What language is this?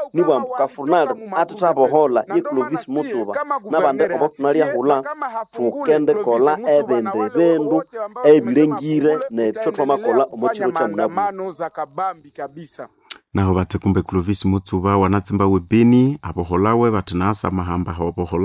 Nande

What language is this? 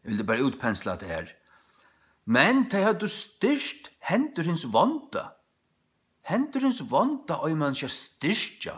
Faroese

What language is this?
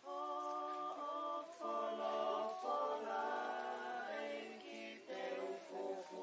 Tongan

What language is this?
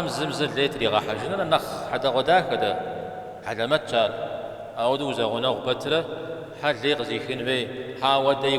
Kabardian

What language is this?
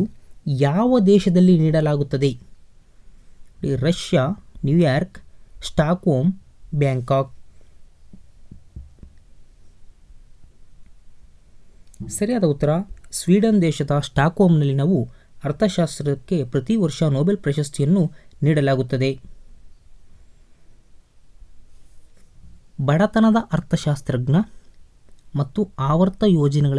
Kannada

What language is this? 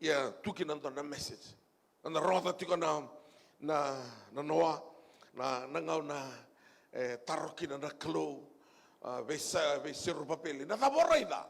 Fijian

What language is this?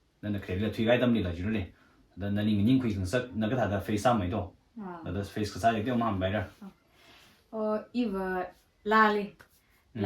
Tangkhul Naga (India)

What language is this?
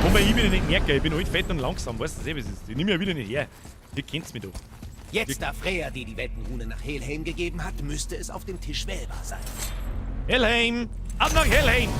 Bavarian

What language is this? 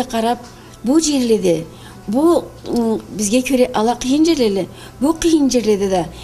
Karachay-Balkar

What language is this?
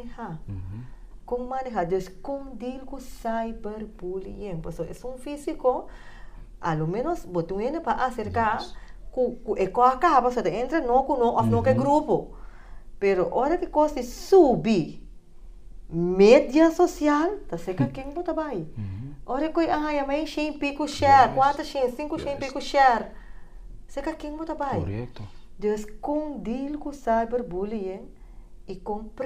Papiamento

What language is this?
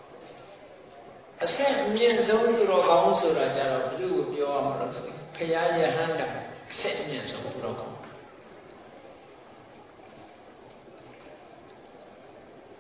Burmese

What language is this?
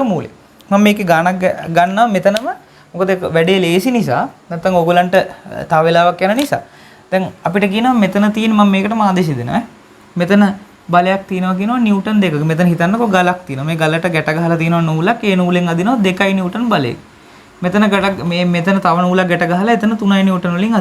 Sinhala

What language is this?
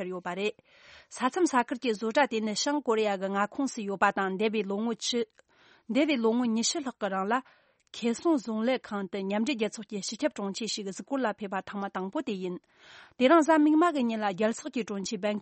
Tibetan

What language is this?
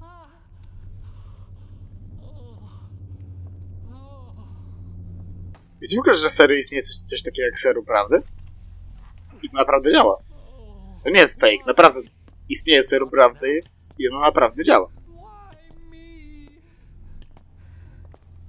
Polish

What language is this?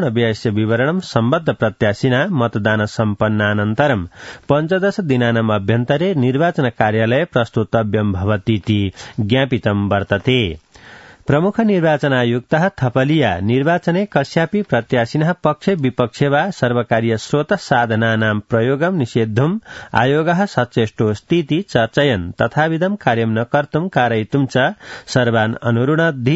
Sanskrit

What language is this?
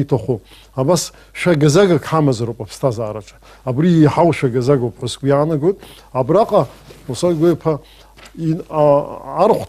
Abkhazian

